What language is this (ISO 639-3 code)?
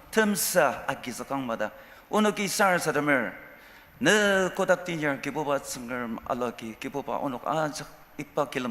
njo